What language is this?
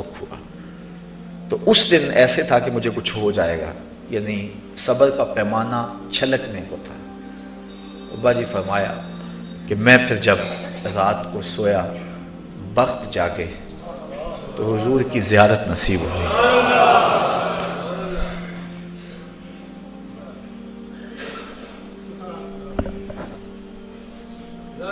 Urdu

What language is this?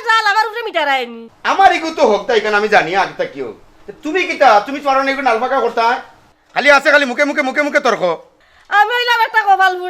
Sylheti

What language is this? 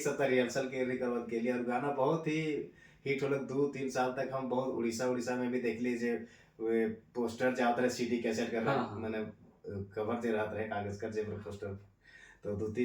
Sadri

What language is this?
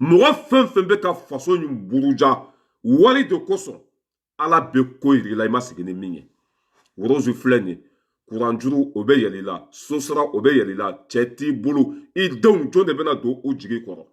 Bambara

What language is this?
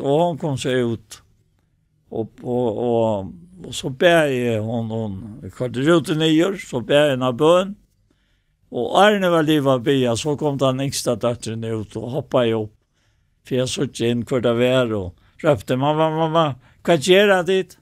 Faroese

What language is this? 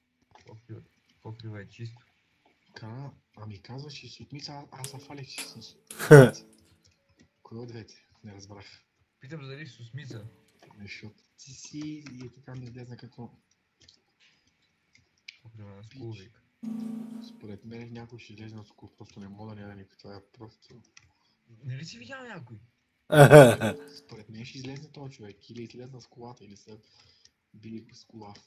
Bulgarian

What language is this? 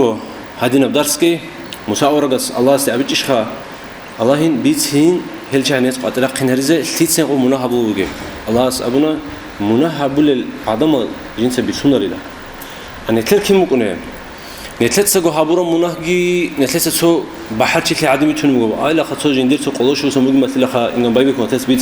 Avaric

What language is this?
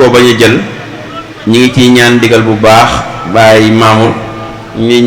Wolof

